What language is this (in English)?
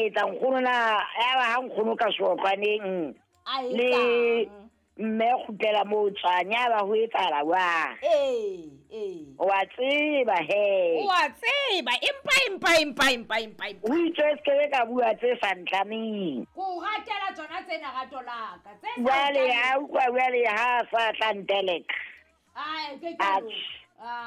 Southern Sotho